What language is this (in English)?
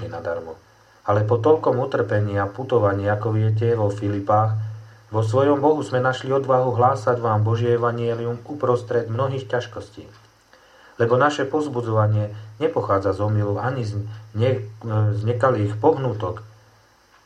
Slovak